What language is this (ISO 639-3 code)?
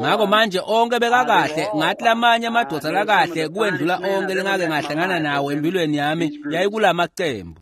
ssw